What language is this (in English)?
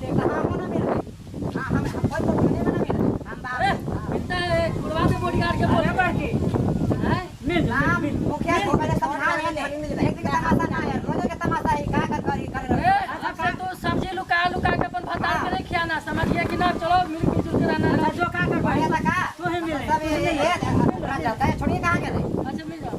Magahi